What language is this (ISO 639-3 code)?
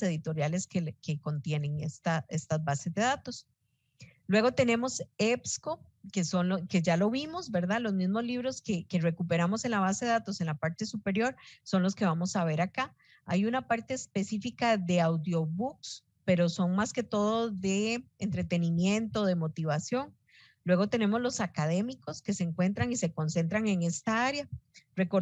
spa